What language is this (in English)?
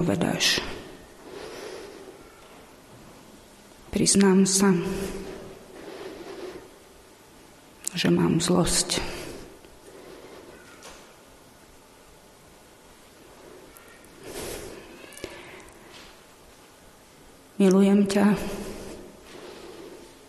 Slovak